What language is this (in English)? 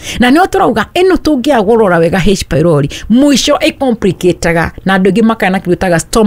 Kikuyu